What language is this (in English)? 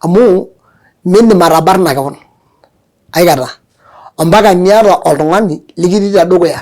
Masai